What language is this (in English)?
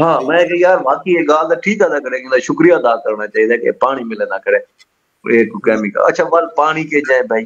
Saraiki